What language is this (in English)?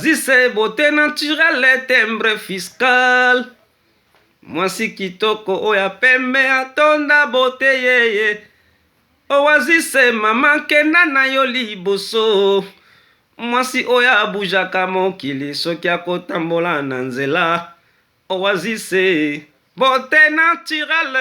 Lingala